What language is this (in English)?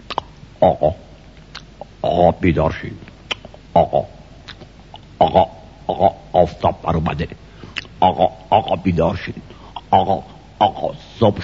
Persian